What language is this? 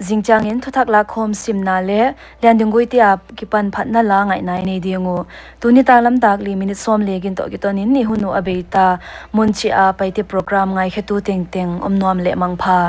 Paite Chin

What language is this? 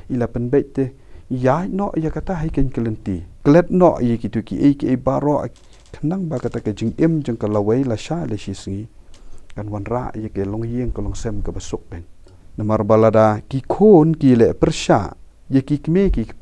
Khasi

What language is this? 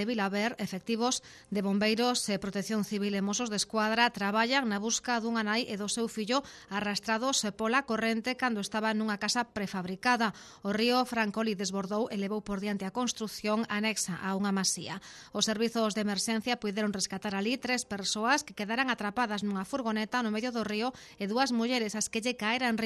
Galician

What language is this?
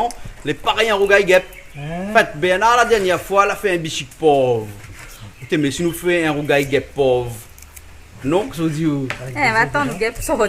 Réunion Creole French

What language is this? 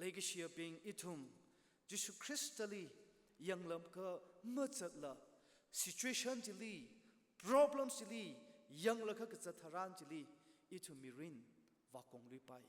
Tangkhul Naga (India)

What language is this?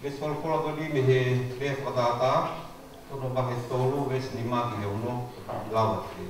Tongan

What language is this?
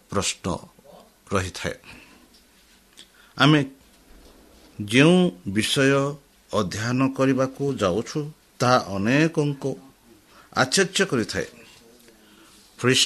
Odia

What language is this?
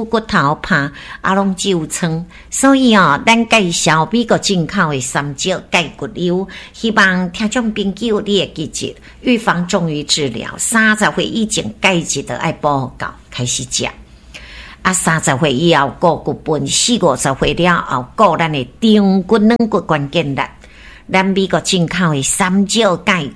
Min Nan Chinese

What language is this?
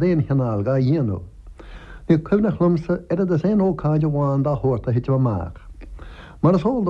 Irish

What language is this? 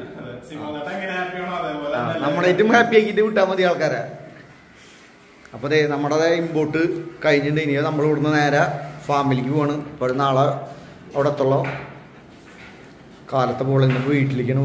Malayalam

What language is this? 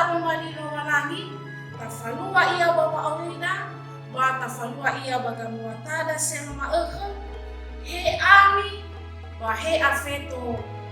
Nias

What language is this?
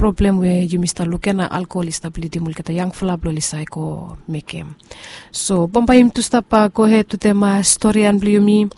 Bislama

